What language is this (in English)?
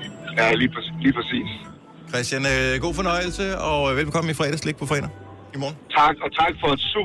Danish